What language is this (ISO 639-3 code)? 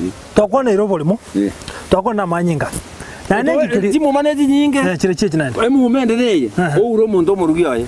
guz